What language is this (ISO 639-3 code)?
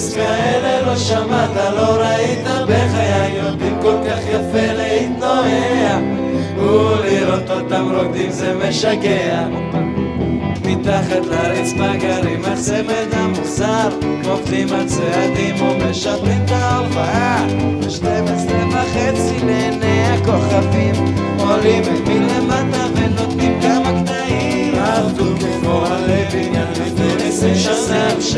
heb